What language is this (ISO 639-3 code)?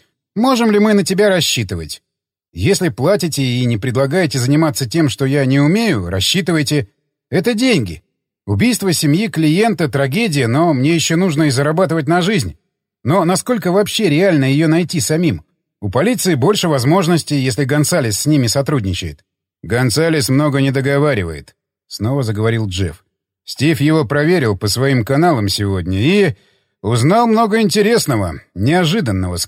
rus